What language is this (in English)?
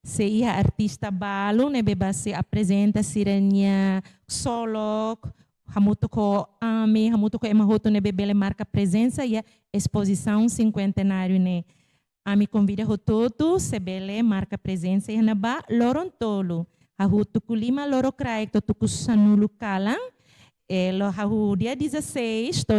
Tetum